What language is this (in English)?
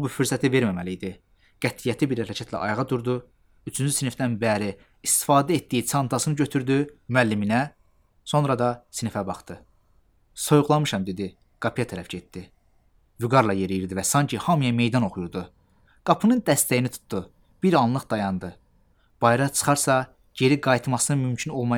Azerbaijani